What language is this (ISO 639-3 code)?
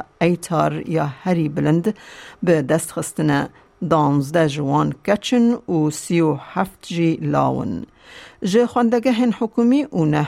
kur